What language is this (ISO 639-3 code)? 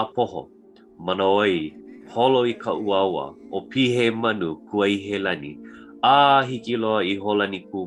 haw